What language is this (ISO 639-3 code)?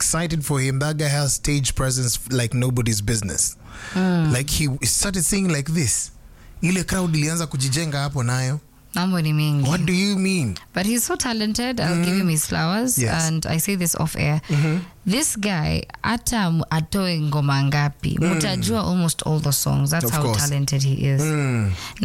swa